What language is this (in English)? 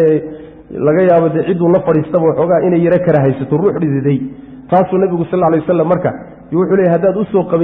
Somali